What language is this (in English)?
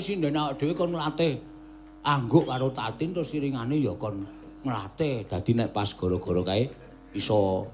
Javanese